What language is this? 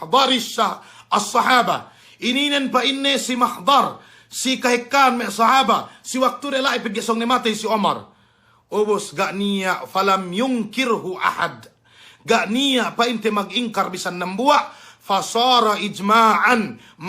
Yakan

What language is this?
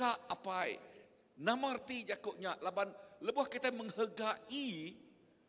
Iban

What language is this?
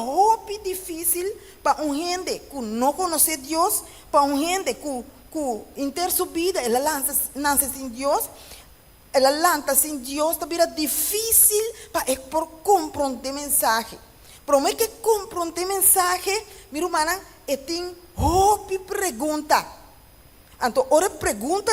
Papiamento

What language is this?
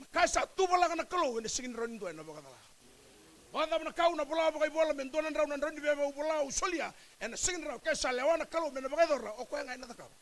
Fijian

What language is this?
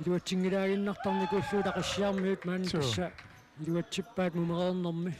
Kalaallisut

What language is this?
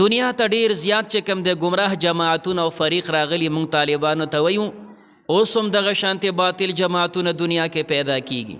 Pashto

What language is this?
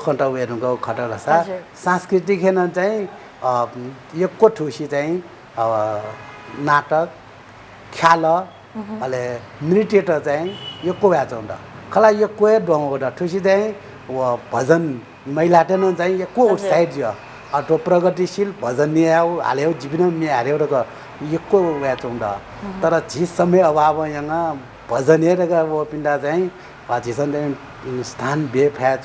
Newari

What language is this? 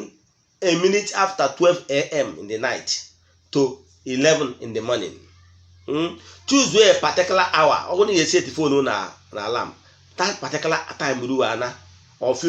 Igbo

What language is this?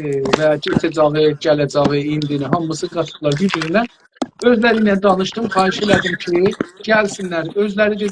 South Azerbaijani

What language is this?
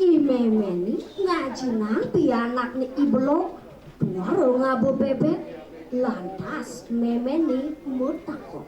Balinese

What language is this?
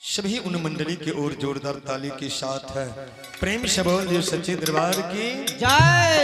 Angika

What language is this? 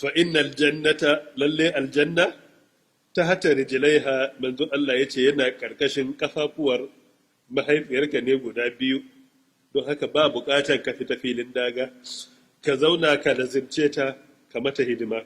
Hausa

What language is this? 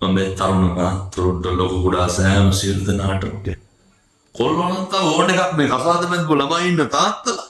Sinhala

